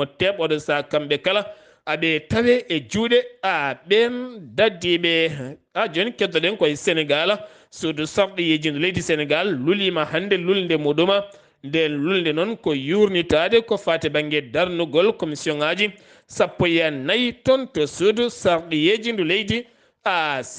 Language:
Fula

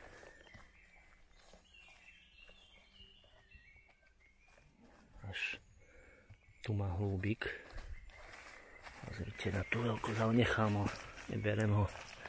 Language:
Slovak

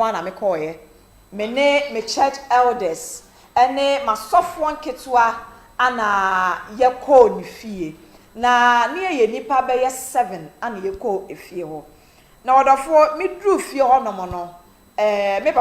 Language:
Akan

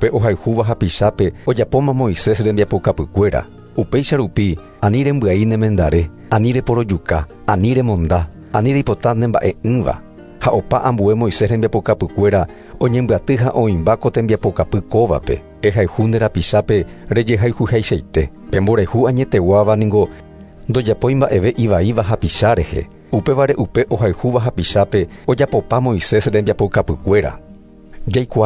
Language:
Guarani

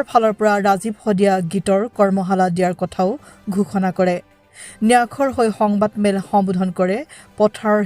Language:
Assamese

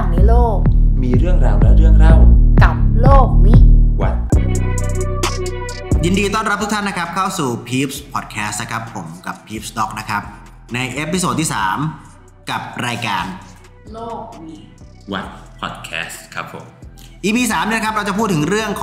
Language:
Thai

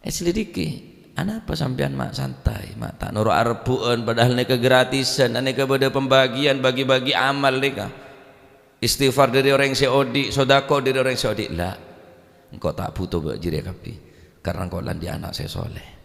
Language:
Madurese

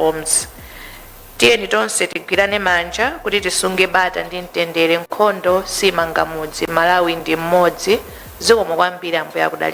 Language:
Nyanja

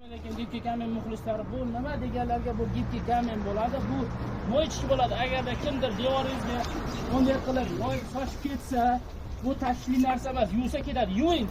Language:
Uzbek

